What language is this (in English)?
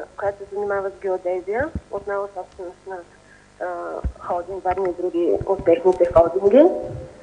Bulgarian